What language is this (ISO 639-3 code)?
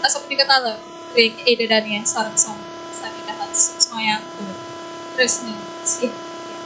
ban